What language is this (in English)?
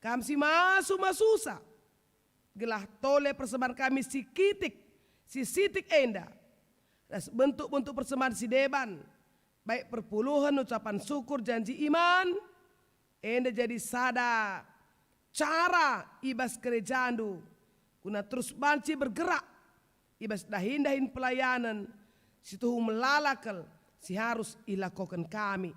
Batak Karo